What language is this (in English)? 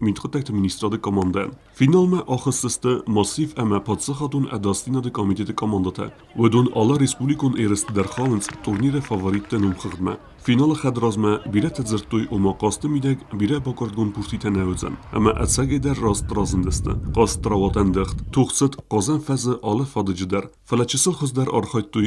Ossetic